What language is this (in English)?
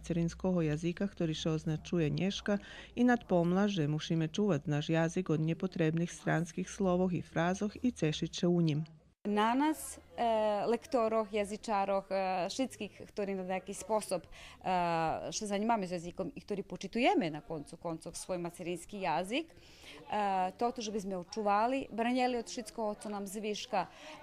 Rusyn